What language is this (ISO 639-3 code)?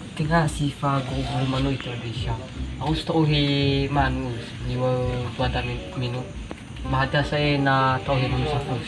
nia